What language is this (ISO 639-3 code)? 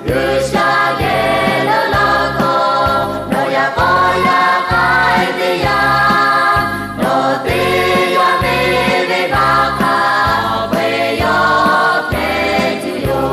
lhu